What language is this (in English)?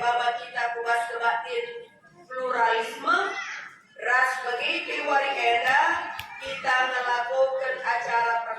Batak Karo